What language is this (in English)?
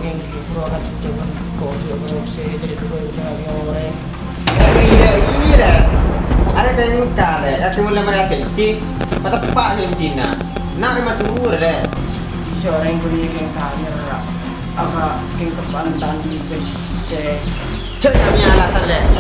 Madurese